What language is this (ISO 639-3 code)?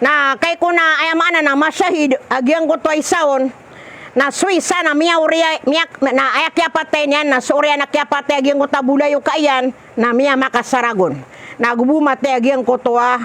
mrw